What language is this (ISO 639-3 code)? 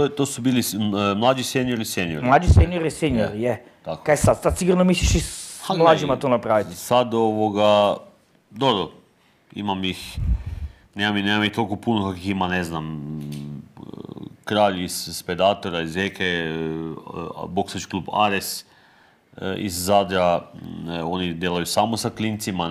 hrv